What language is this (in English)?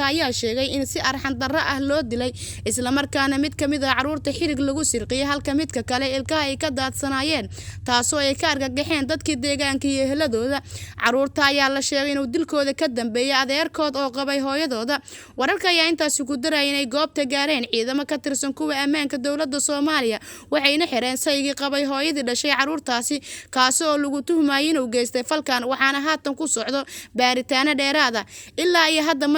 Somali